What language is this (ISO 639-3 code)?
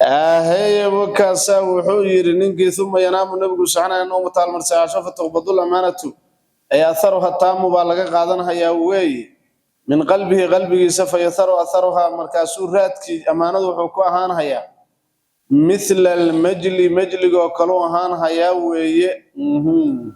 som